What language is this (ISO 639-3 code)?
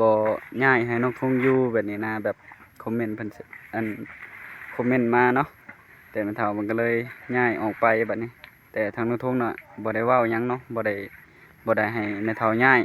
tts